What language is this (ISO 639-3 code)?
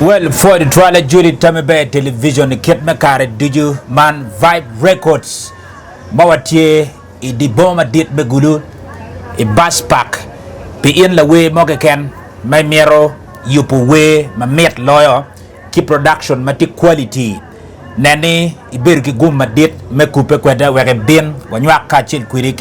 ach